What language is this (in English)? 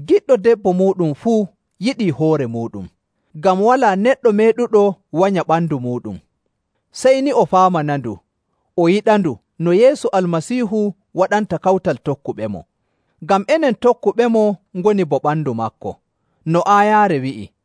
Nigerian Fulfulde